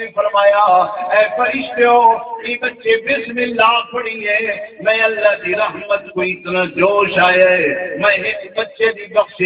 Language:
Saraiki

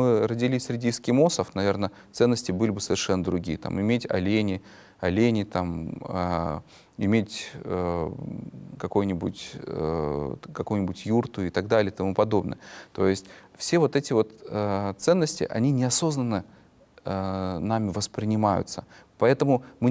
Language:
Russian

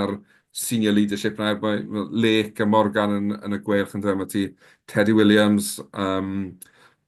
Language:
Welsh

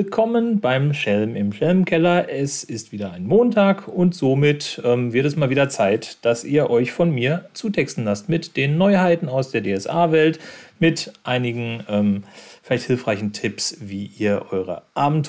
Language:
German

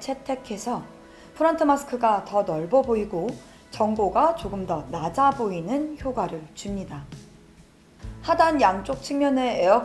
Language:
Korean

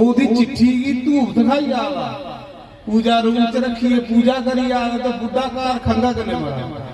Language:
Dogri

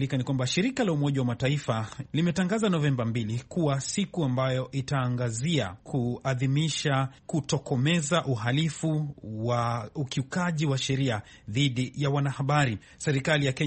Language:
Swahili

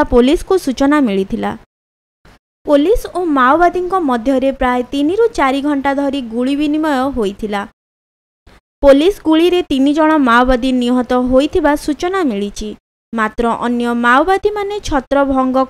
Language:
Odia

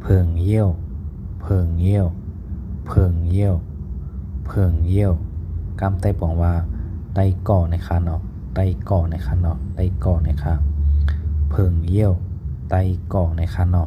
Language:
Shan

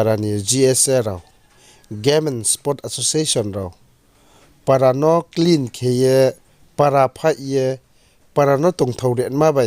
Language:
Riang (India)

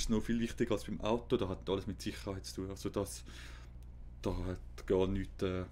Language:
Swiss German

